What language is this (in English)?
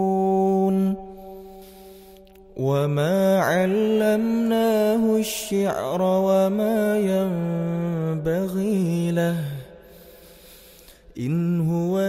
Arabic